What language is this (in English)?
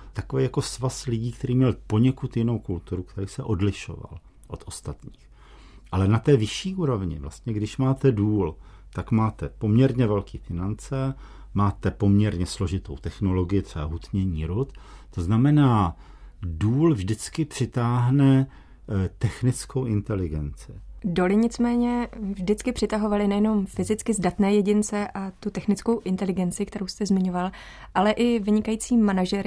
Czech